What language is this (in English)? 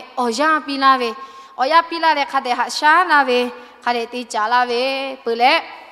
Lahu